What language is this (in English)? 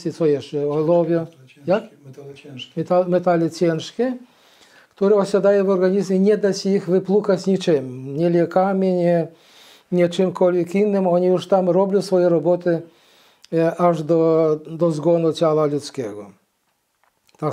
Polish